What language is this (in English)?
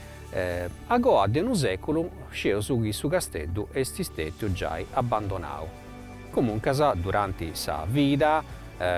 Sardinian